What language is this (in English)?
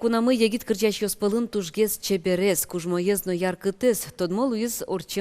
Udmurt